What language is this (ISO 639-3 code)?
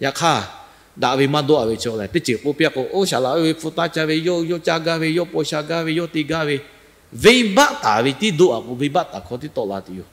lhu